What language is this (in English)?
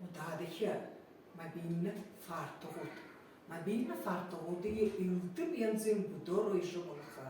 Buriat